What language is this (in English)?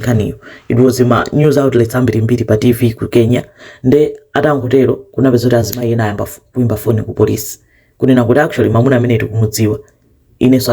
Nyanja